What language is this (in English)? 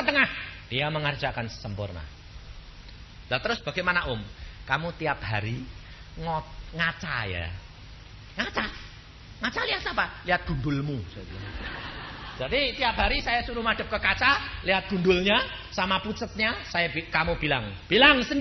Indonesian